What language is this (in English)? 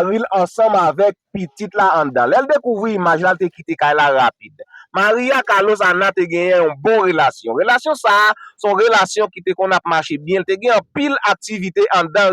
Haitian Creole